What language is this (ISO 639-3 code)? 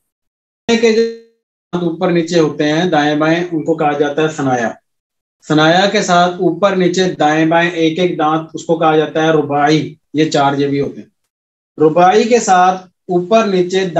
urd